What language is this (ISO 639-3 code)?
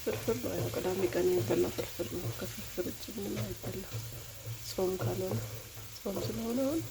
amh